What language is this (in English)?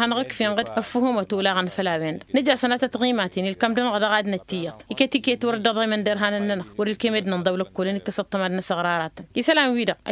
Tamasheq